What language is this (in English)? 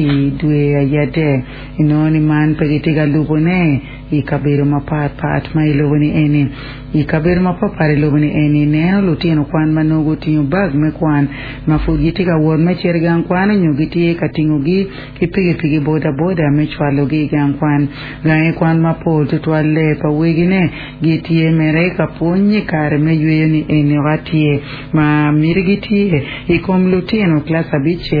Acoli